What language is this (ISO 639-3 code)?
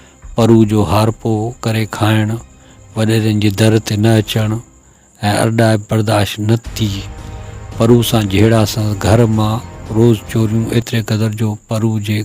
snd